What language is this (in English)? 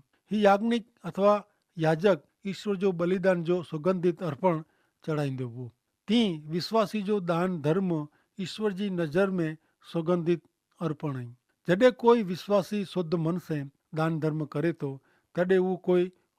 Kachhi